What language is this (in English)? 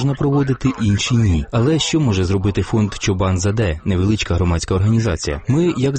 Ukrainian